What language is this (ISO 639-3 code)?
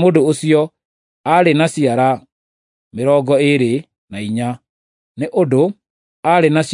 kik